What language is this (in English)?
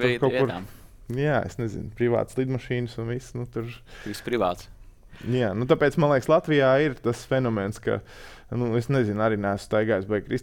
Latvian